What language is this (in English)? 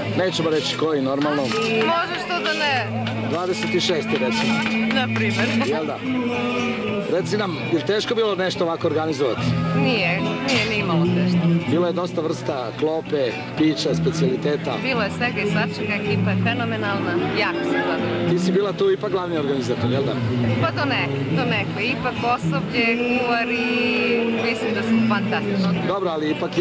Serbian